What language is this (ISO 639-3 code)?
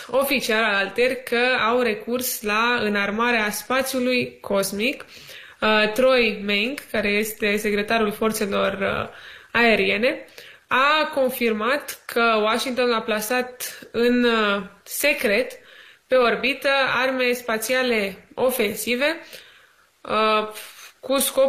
ron